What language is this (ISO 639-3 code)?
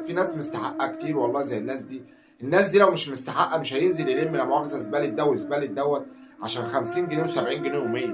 arz